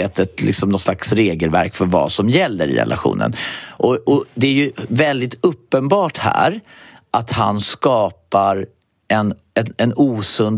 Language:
Swedish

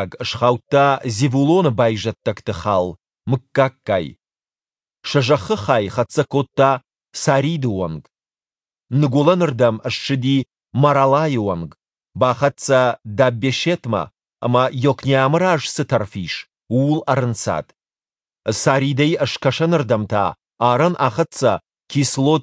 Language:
Ossetic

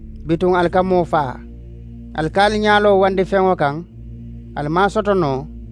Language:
Mandingo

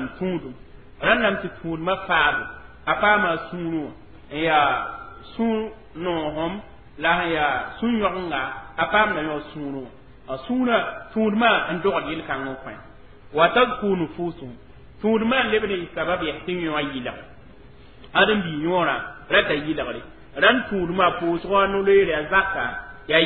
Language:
Mossi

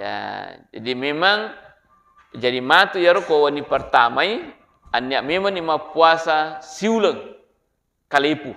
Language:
Buginese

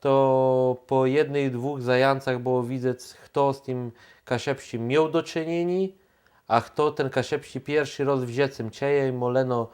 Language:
Kashubian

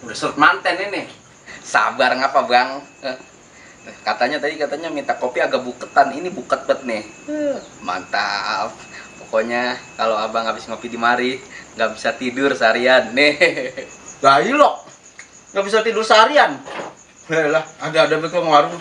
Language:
Betawi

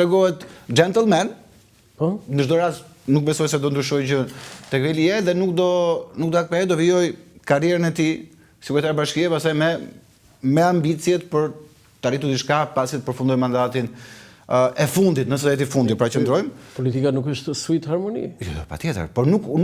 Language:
Albanian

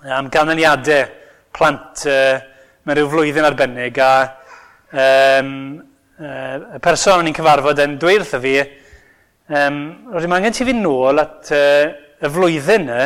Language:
Welsh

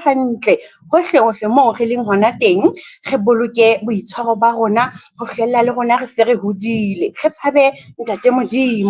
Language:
Southern Sotho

